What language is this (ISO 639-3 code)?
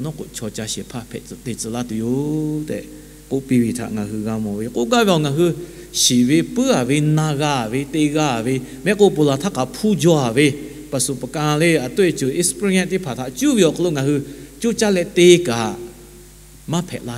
lhu